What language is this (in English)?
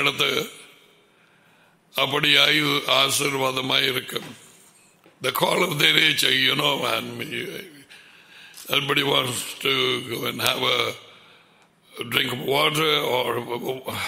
Tamil